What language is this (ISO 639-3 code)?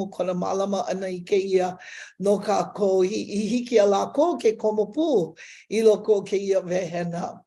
haw